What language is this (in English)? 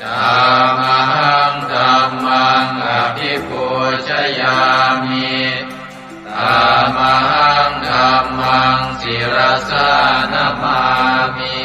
Pali